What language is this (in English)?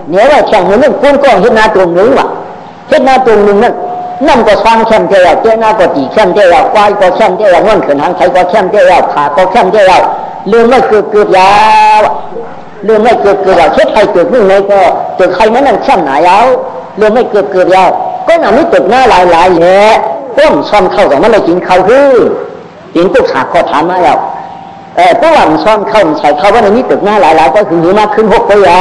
Shan